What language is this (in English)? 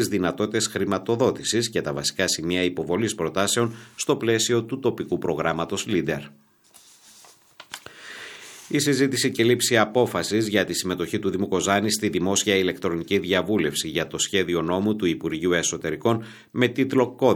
Greek